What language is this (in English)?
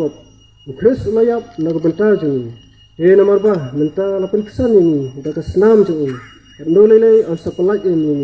Khasi